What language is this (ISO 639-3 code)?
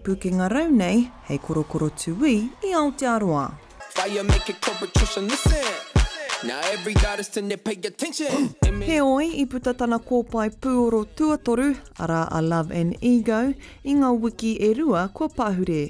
mri